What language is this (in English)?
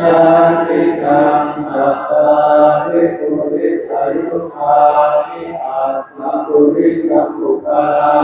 Pali